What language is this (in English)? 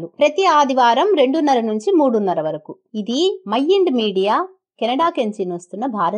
Telugu